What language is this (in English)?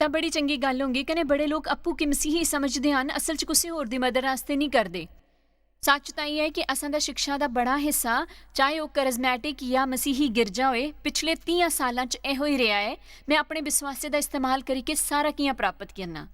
Dogri